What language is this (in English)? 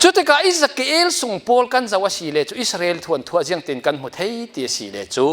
Falam Chin